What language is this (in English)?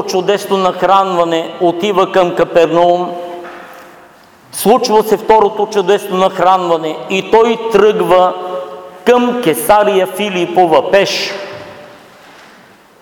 Bulgarian